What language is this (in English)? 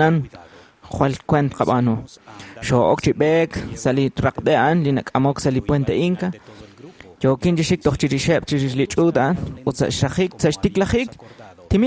Kekchí